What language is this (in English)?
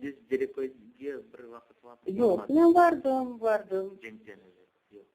Crimean Tatar